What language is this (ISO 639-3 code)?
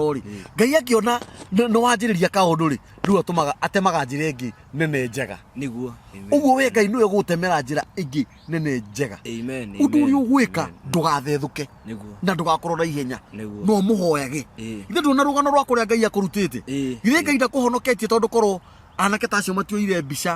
kik